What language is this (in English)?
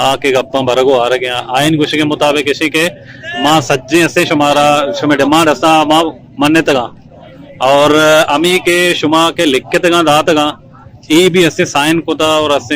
Eastern Balochi